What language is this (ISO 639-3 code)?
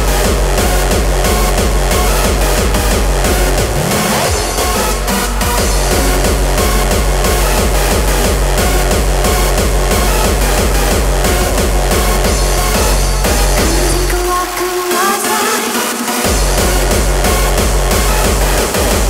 eng